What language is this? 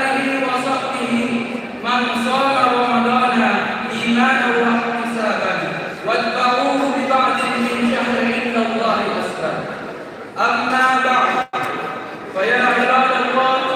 Buginese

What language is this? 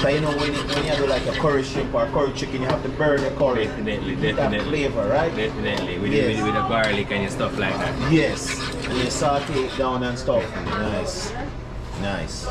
Jamaican Creole English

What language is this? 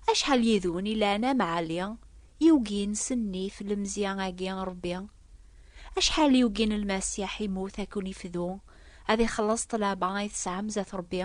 Kabyle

